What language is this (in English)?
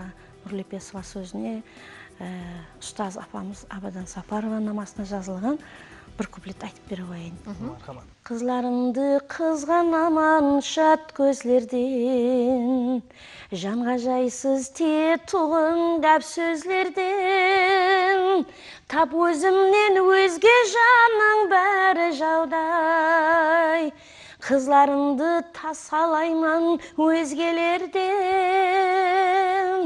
Kara-Kalpak